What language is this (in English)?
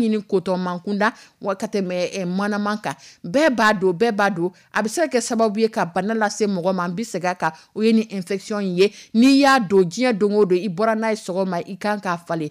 Dyula